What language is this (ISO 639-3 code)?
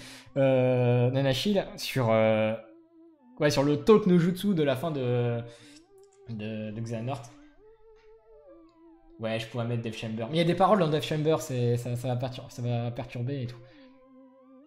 fra